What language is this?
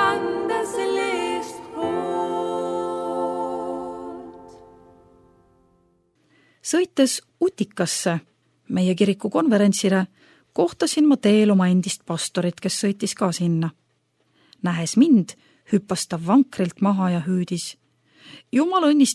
Estonian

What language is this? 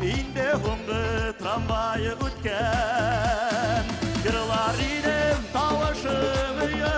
Bashkir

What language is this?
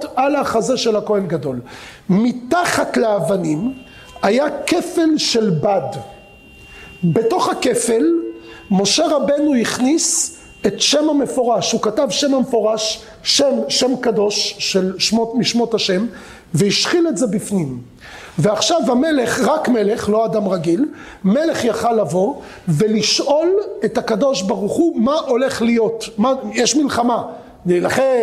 Hebrew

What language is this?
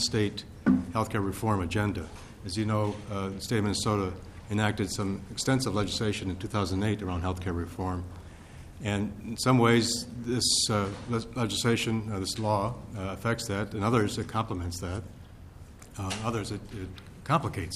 English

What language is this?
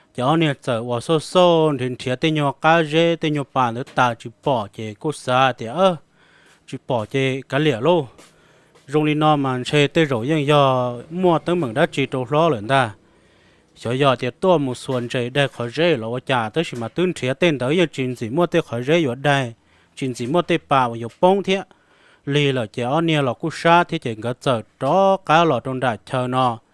Hmong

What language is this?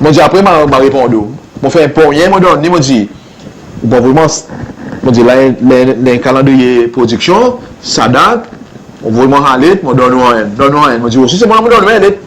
Seselwa Creole French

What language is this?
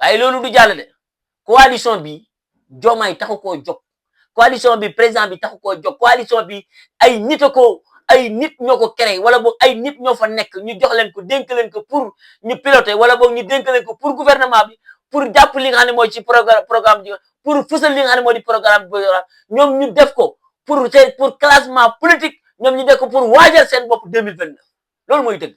Wolof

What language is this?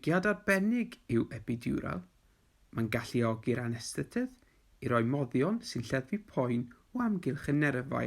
Welsh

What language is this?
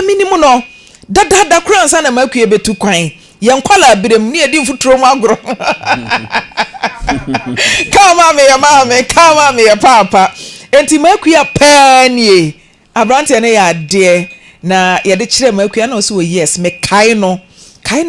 Akan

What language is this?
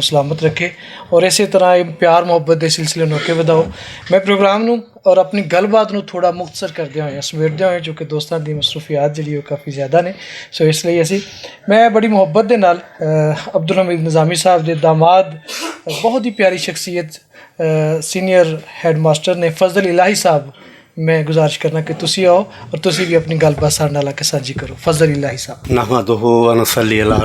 Western Panjabi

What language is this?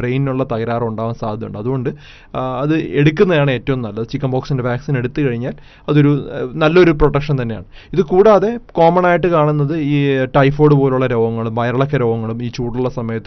Malayalam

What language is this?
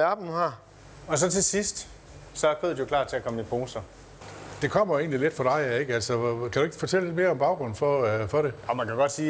Danish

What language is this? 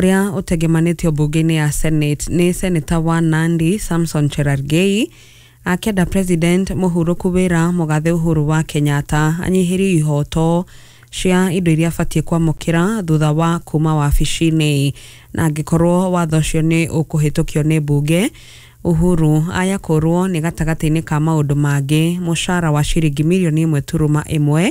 Kikuyu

